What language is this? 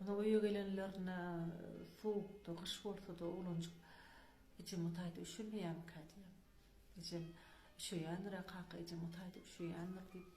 Turkmen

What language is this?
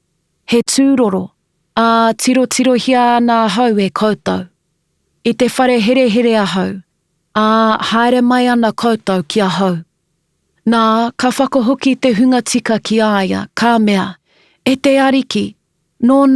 Māori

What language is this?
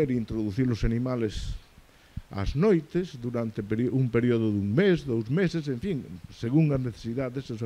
Galician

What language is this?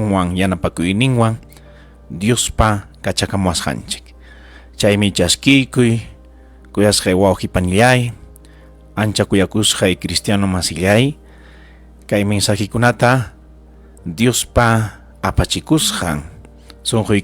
Ayacucho Quechua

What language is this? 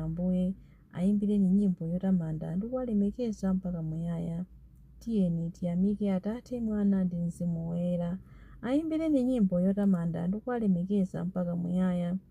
Nyanja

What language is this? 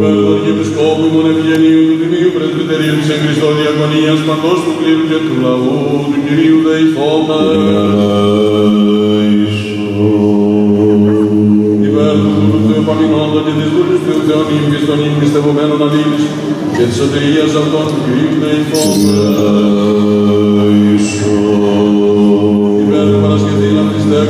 Greek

